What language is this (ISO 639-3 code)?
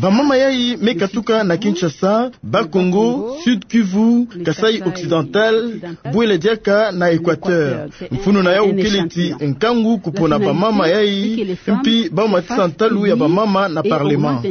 ktu